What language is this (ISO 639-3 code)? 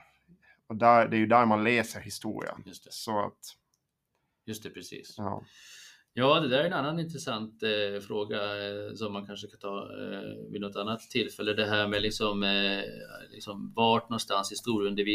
swe